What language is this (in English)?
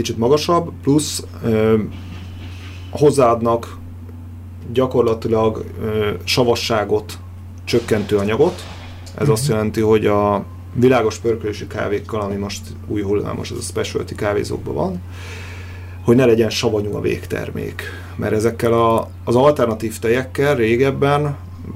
Hungarian